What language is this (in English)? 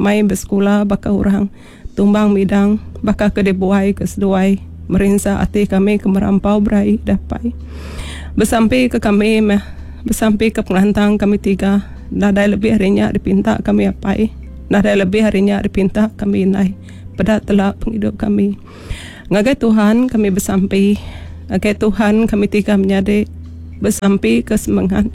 Iban